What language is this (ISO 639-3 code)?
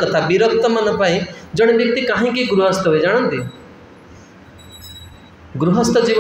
ori